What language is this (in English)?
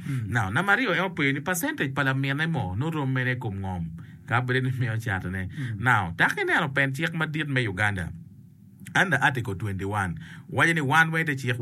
Acoli